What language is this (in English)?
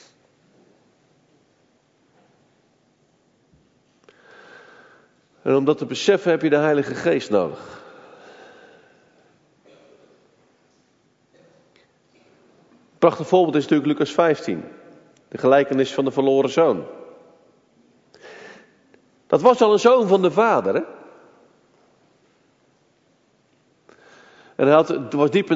Dutch